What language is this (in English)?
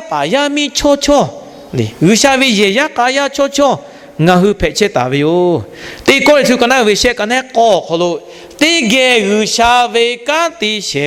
Lahu